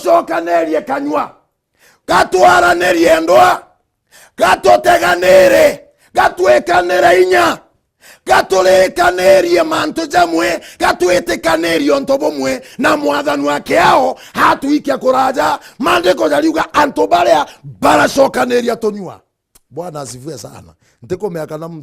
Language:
Meru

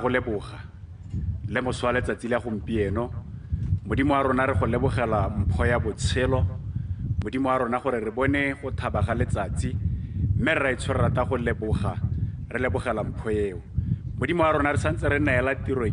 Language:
Tswana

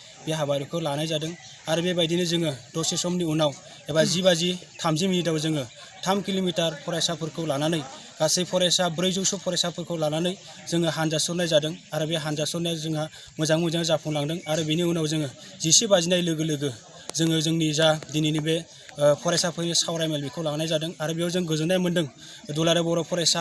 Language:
Bodo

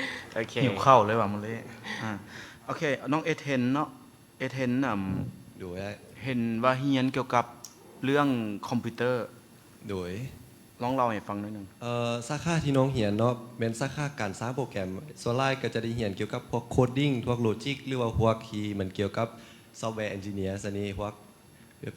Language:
Lao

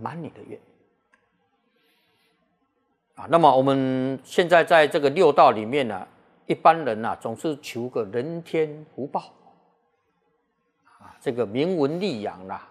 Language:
Chinese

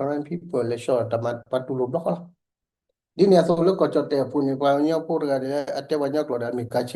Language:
S'gaw Karen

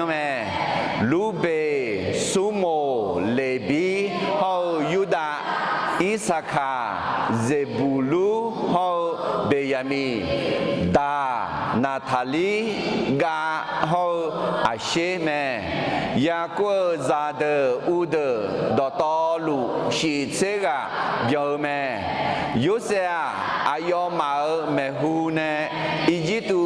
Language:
Akha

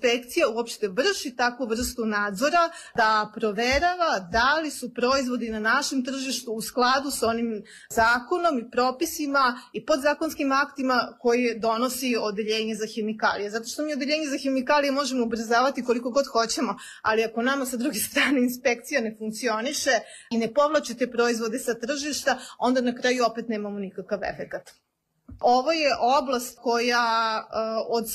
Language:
Serbian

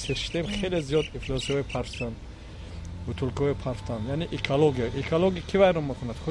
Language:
Tajik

